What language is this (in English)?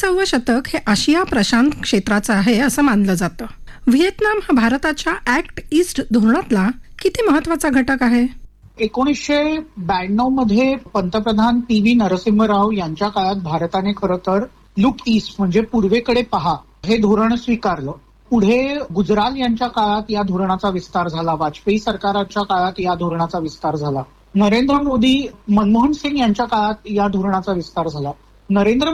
Marathi